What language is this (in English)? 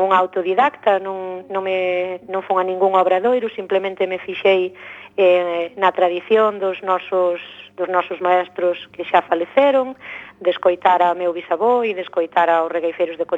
Galician